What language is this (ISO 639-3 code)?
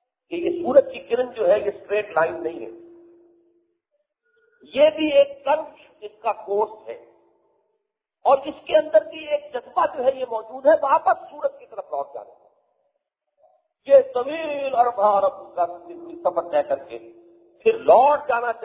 urd